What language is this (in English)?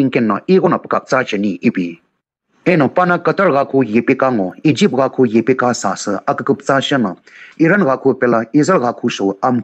Sumi Naga